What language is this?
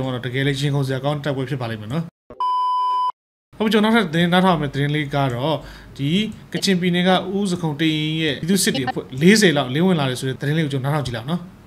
Burmese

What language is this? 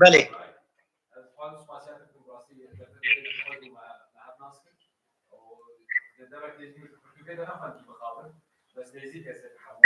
Kurdish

